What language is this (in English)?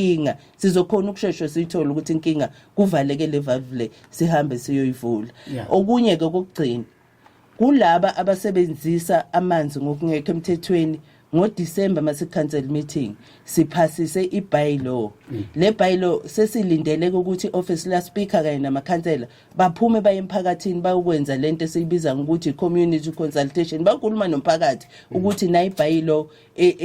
Zulu